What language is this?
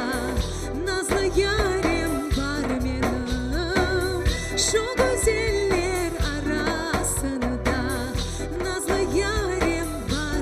Crimean Tatar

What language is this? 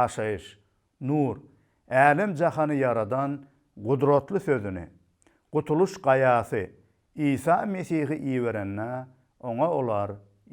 Turkmen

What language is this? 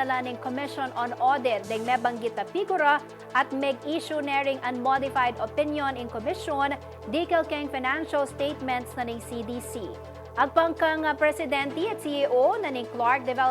Pampanga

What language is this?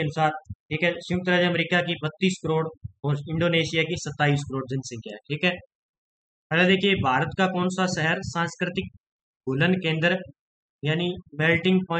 Hindi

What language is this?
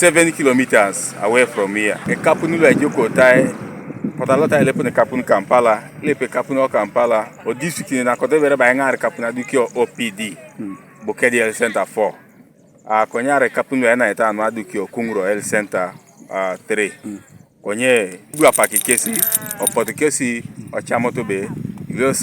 Teso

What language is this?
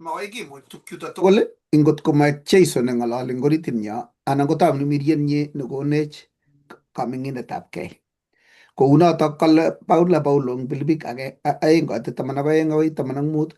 Kalenjin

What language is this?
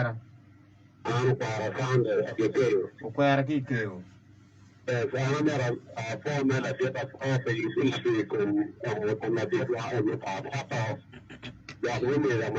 Acoli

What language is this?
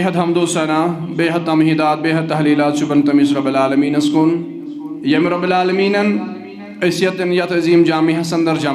Kashmiri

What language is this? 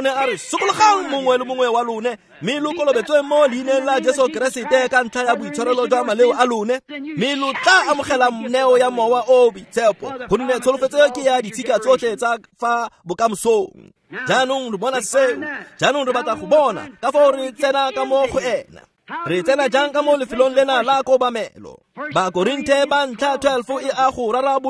Tswana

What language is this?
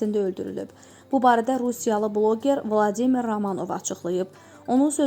Azerbaijani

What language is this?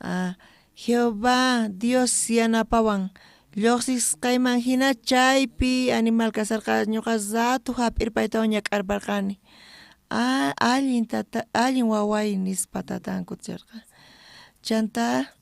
South Bolivian Quechua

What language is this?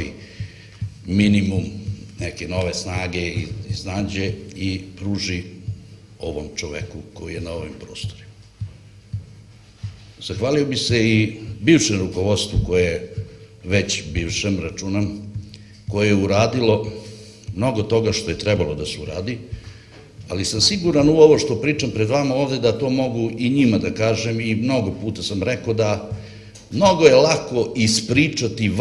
Serbian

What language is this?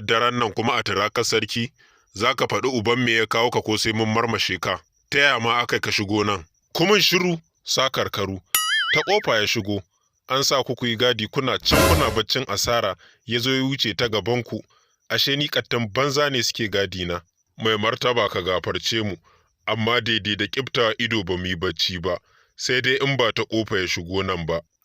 Hausa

